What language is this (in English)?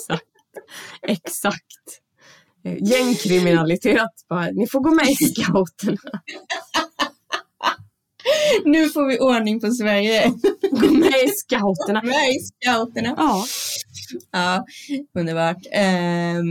Swedish